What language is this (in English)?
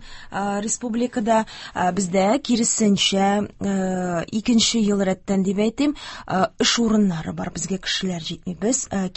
Tatar